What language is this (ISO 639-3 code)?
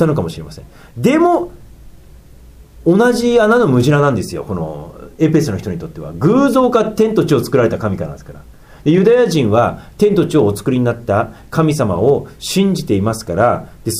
jpn